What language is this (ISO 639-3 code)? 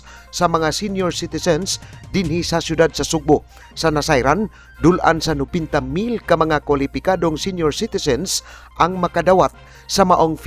ceb